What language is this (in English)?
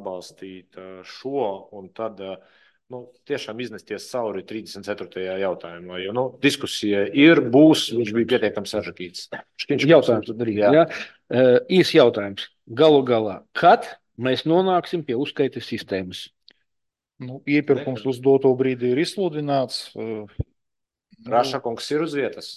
Latvian